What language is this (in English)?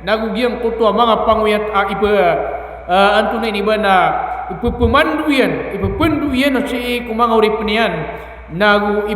Maranao